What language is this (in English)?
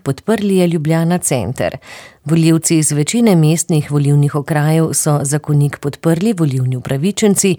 Slovenian